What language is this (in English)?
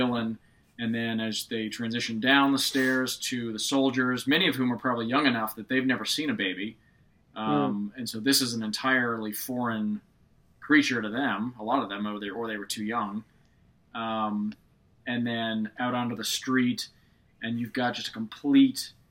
English